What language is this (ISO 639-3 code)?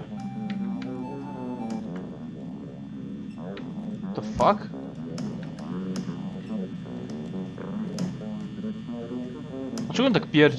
pol